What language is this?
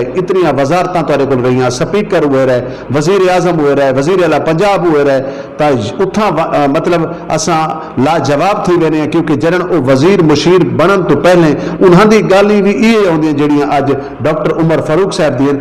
Saraiki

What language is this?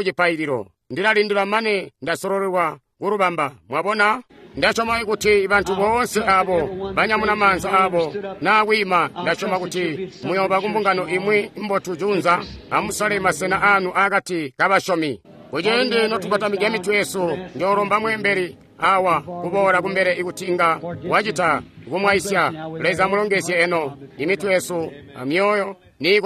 Tonga (Zambia)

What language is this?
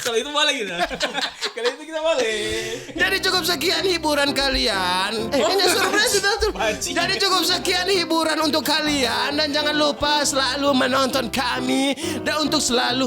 Manado Malay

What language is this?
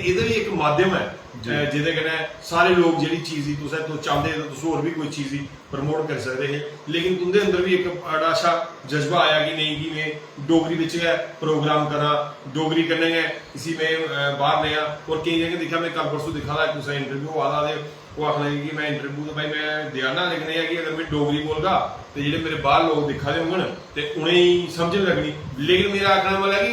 Dogri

